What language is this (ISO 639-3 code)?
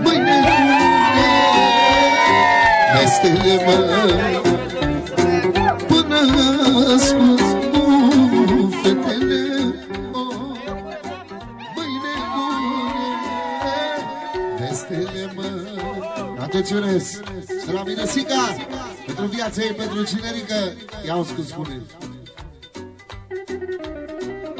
ron